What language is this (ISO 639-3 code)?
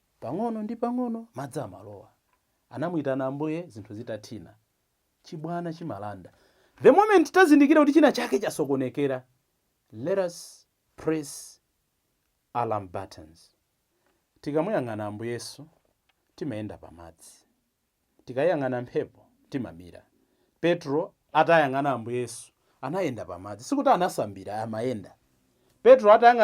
nya